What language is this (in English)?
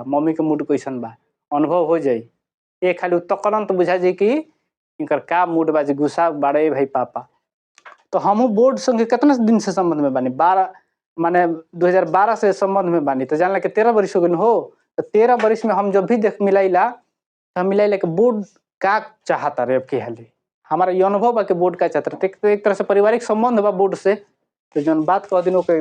Bhojpuri